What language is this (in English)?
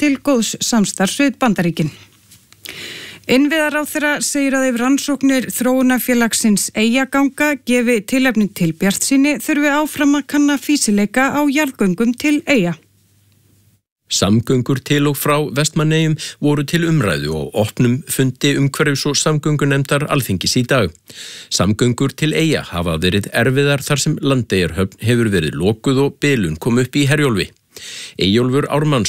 Icelandic